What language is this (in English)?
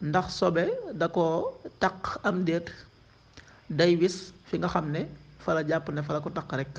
Wolof